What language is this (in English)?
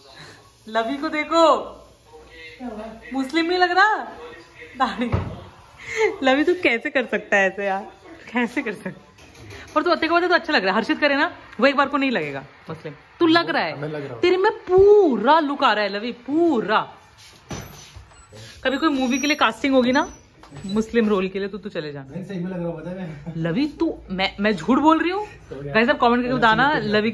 Hindi